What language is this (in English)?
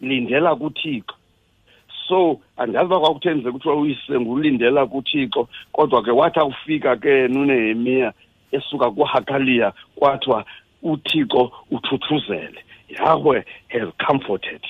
Xhosa